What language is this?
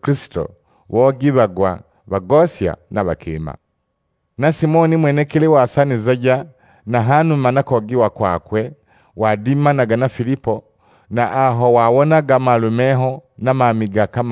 Sukuma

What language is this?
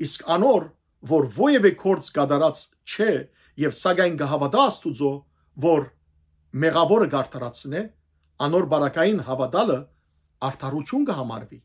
Western Armenian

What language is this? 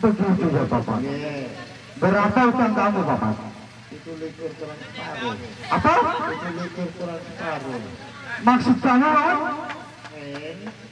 Sasak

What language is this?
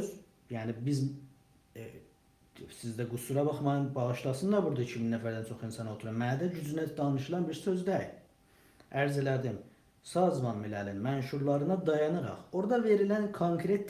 South Azerbaijani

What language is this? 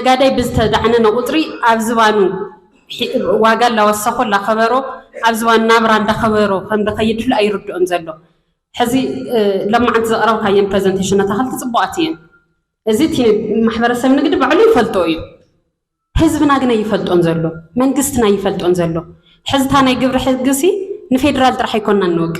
Tigrinya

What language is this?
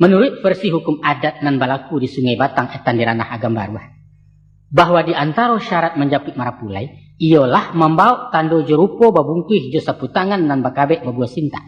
Minangkabau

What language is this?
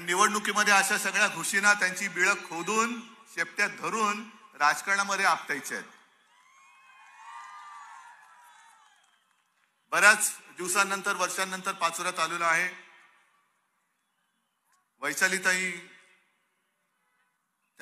Marathi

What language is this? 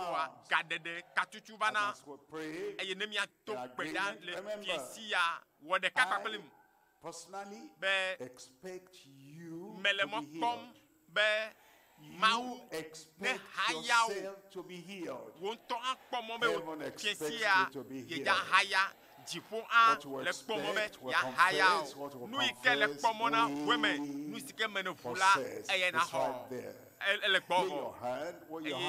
Ewe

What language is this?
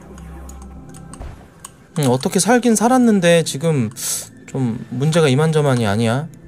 Korean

